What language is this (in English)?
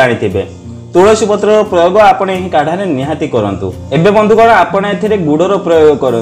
Odia